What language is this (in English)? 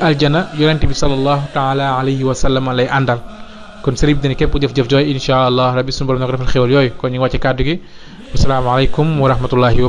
Wolof